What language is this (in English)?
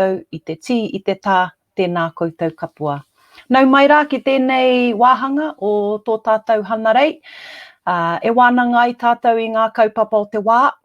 Māori